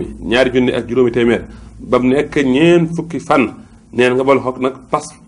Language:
Wolof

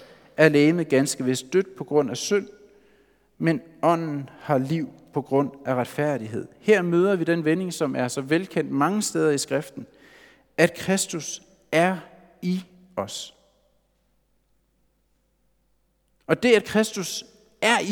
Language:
Danish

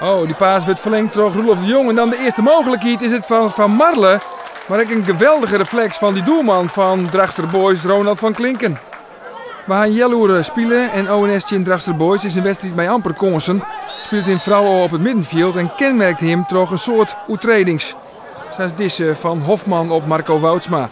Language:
Western Frisian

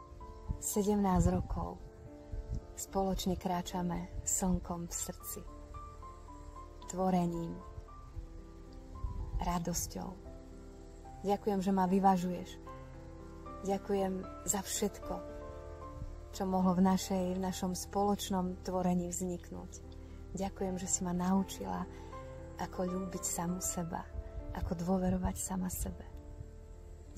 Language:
Slovak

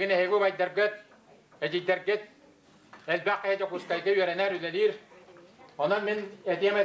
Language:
Yakut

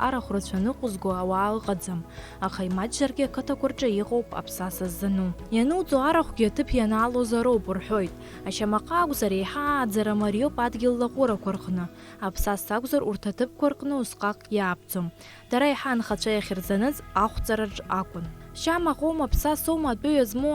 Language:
Abkhazian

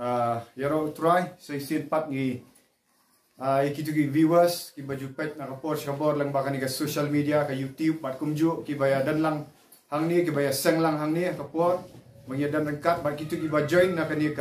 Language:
Khasi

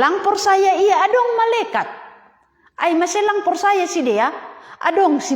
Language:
Batak Simalungun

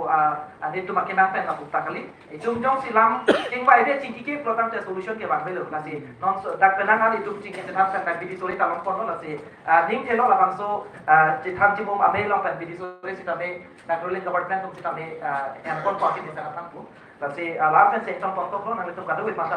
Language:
Karbi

